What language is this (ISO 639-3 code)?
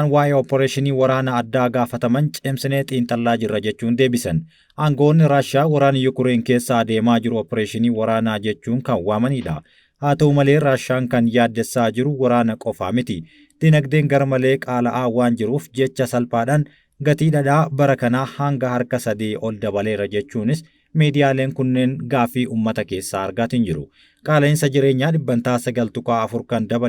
orm